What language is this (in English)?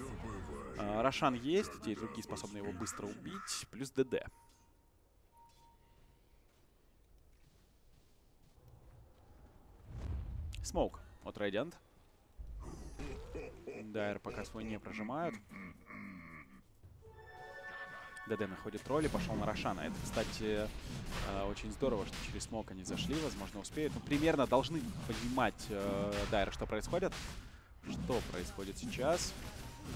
Russian